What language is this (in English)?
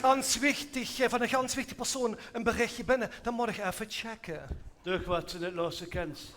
Limburgish